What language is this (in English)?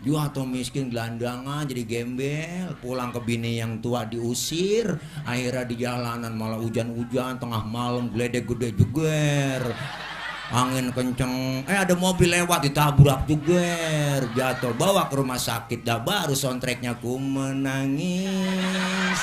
Betawi